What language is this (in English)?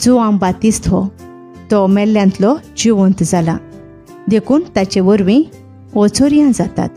Konkani